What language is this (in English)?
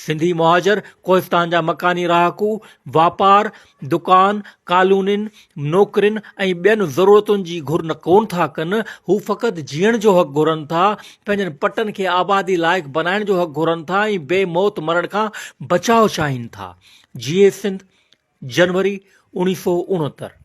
Sindhi